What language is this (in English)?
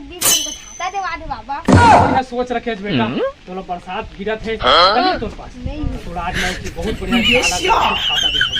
Chhattisgarhi